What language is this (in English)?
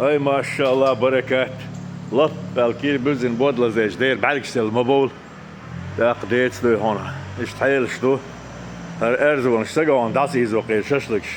Chechen